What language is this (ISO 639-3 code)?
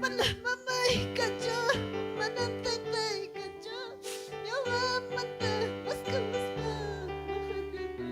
quy